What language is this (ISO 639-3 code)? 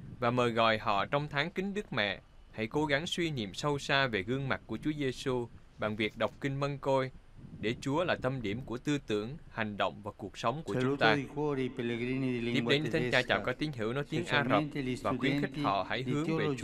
vie